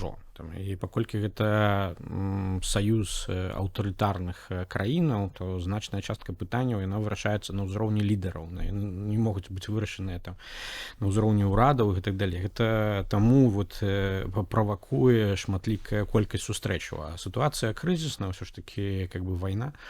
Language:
Belarusian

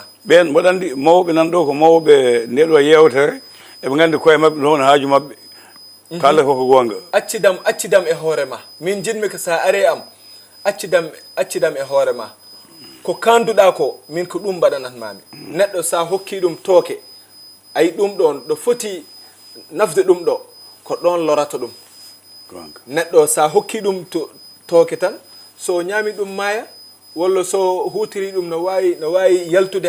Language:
Fula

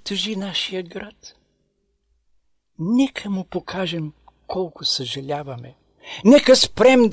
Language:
Bulgarian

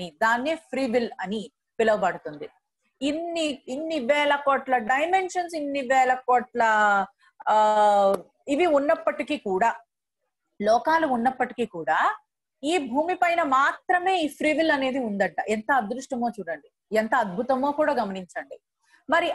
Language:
Telugu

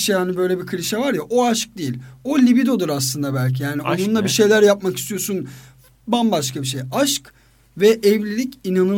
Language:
Turkish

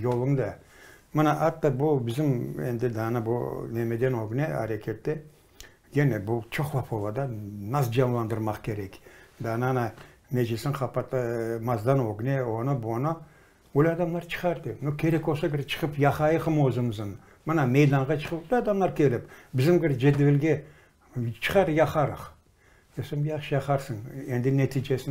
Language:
Crimean Tatar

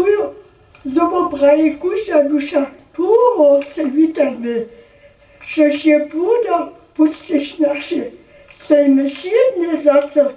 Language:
Upper Sorbian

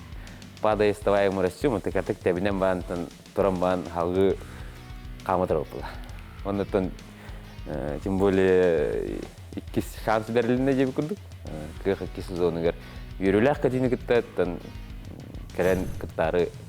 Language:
Yakut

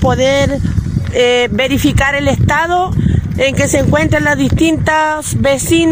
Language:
Spanish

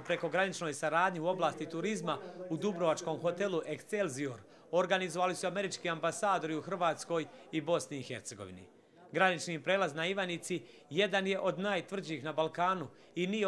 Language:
Bosnian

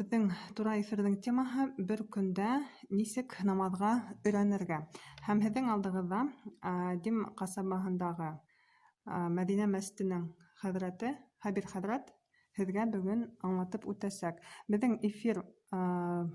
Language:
Bashkir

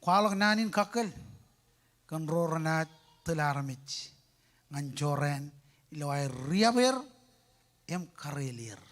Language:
Marshallese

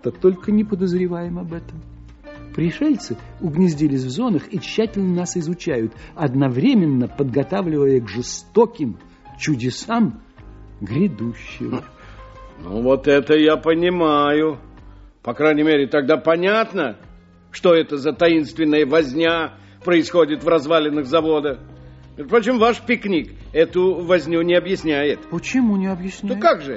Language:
Russian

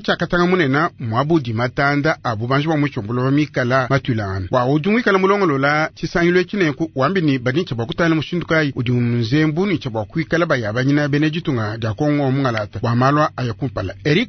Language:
Luba-Lulua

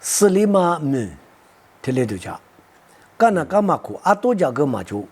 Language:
Lisu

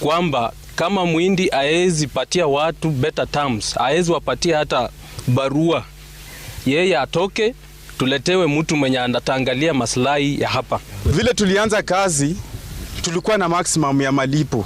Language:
Gusii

